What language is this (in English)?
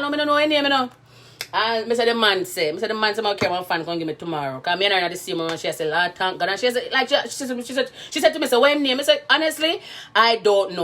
Jamaican Creole English